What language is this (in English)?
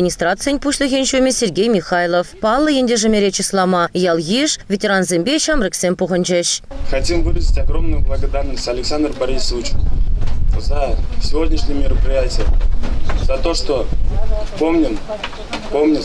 Chuvash